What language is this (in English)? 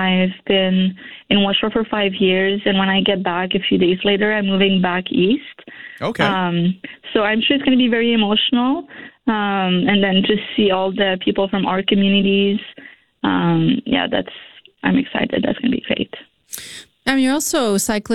English